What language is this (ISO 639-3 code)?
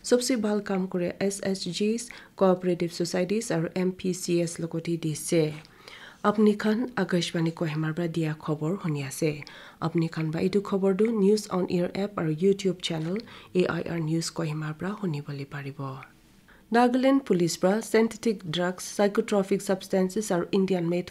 nag